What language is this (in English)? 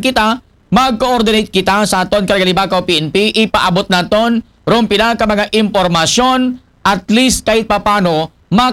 Aklanon